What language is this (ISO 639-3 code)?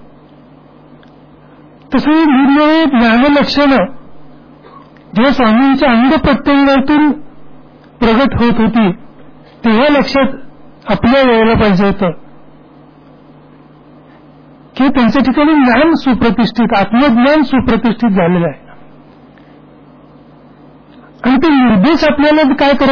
mar